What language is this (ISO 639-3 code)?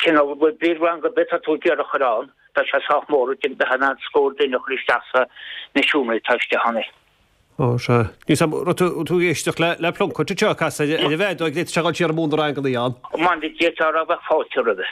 gle